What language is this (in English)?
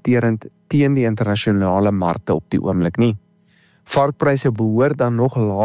Afrikaans